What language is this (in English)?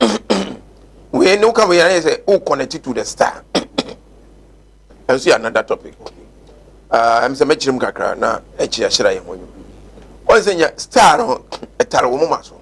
Akan